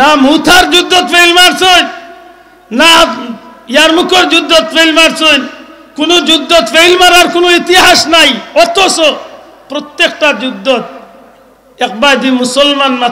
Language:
Sylheti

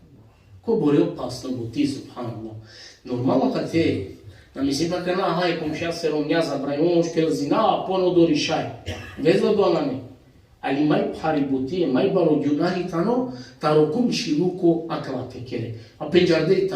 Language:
Balkan Romani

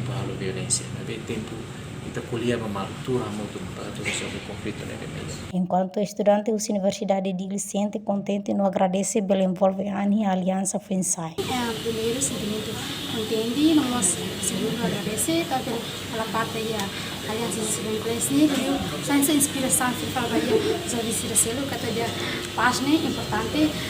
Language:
Tetum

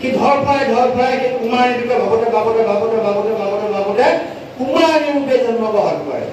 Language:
Assamese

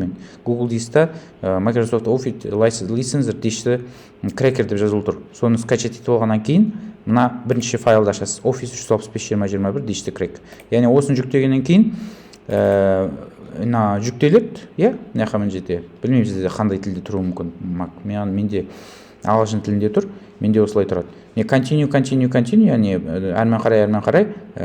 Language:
Kazakh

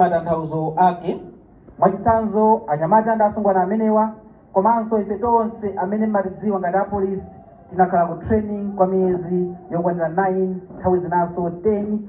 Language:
Nyanja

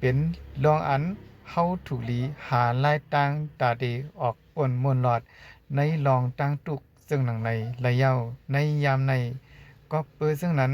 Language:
Shan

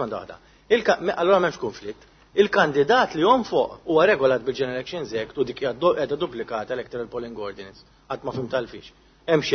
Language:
Maltese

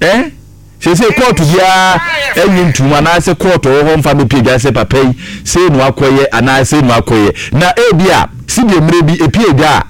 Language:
Akan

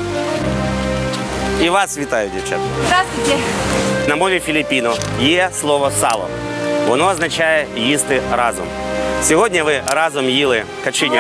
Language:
Ukrainian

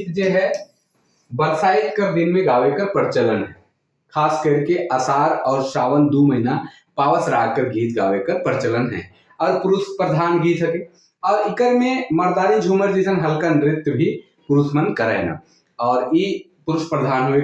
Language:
Sadri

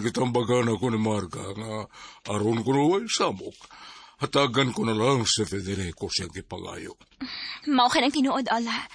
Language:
Cebuano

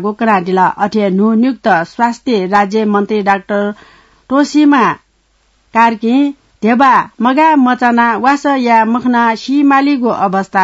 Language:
Newari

